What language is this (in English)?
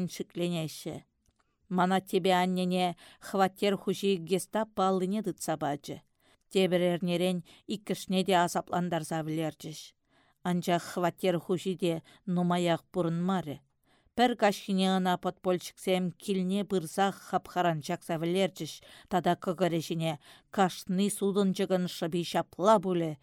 Chuvash